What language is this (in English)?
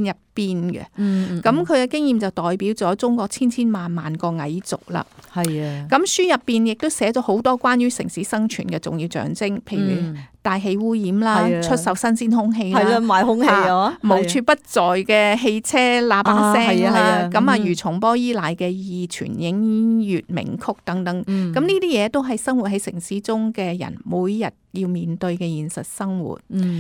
Cantonese